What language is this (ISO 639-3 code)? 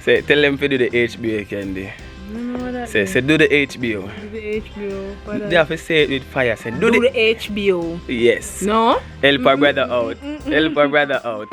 jam